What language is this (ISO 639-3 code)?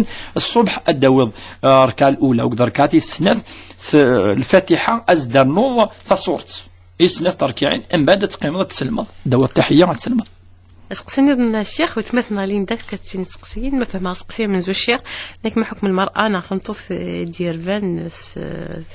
kab